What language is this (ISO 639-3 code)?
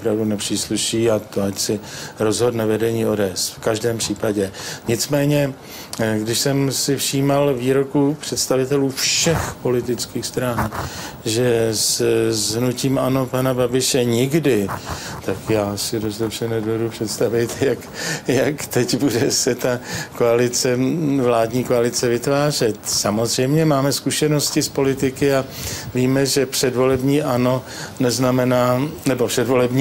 ces